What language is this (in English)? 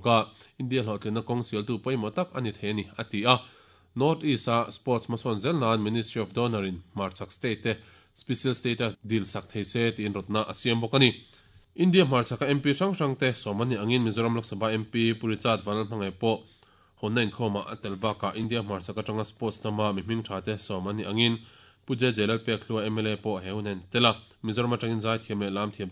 Mizo